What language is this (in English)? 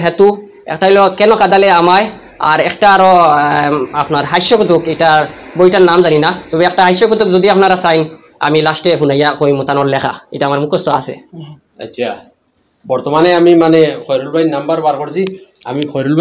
Sylheti